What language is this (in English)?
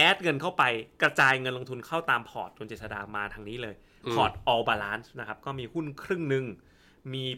Thai